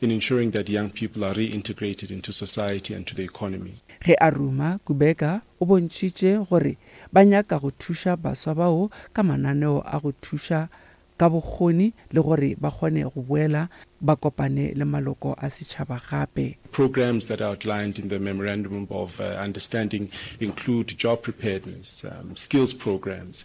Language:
Northern Sotho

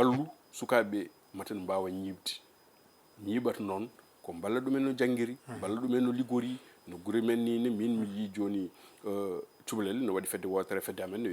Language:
Fula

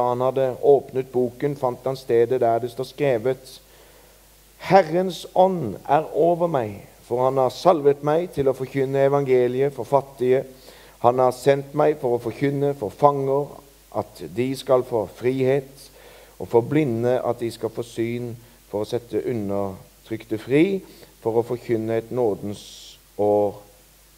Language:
Norwegian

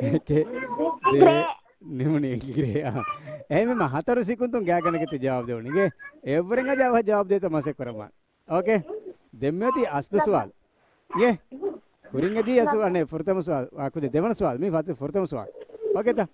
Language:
Divehi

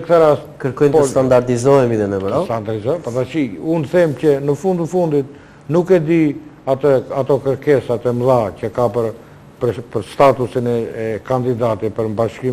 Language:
Albanian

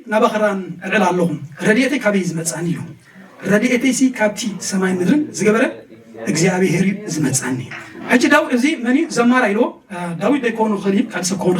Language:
Tigrinya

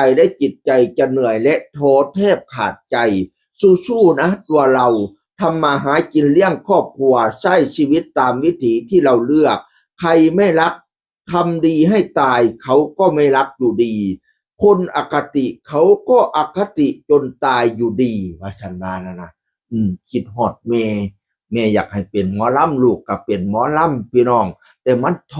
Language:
Northeastern Thai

